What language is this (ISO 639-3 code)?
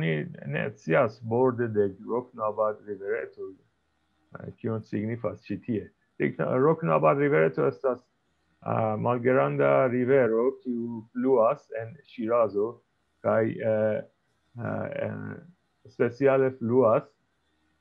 epo